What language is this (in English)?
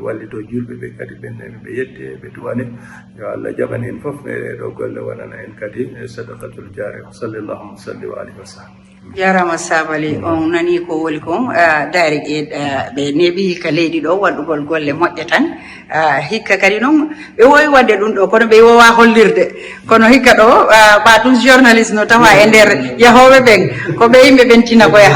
Fula